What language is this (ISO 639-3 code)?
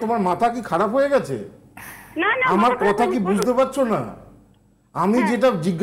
ben